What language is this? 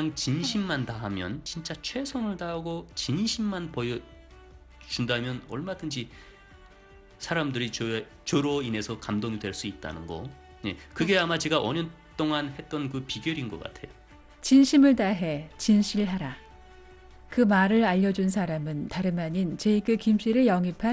Korean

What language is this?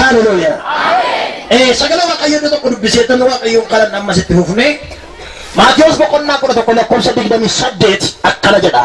Oromo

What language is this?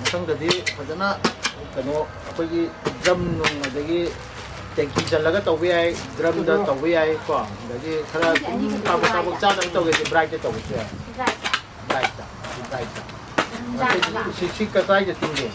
Manipuri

